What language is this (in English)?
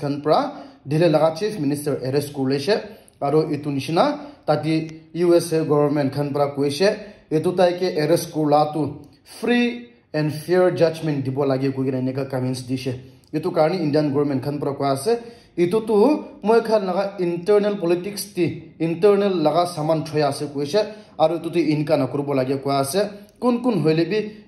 Naga Pidgin